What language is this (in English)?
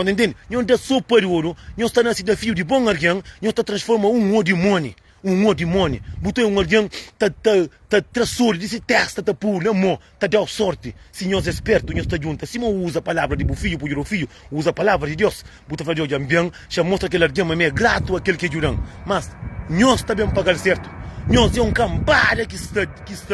Kabuverdianu